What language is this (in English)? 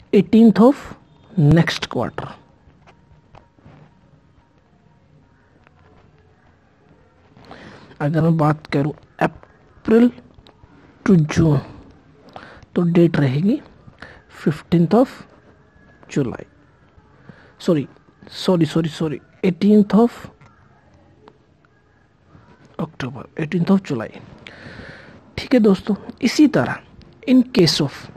Hindi